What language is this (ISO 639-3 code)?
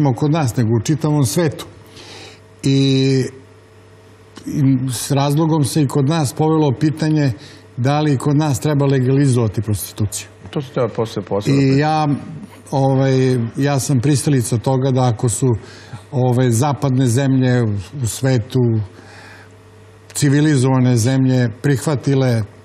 srp